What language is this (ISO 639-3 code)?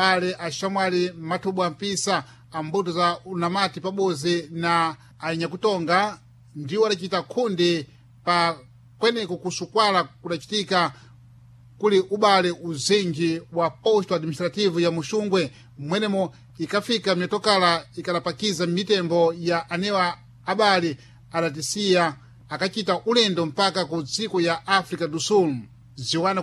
seh